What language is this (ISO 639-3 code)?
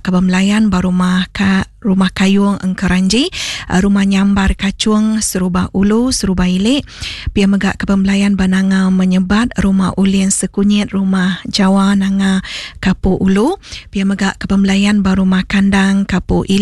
iba